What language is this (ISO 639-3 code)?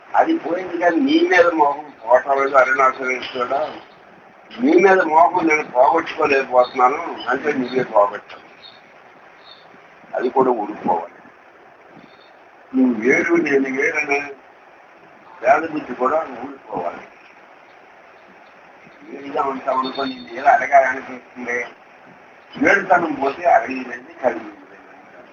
tel